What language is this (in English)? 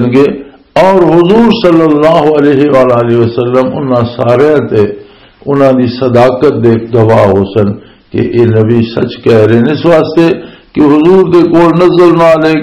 Western Panjabi